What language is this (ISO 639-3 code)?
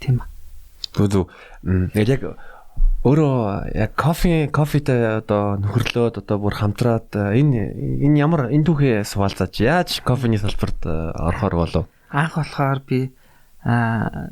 mon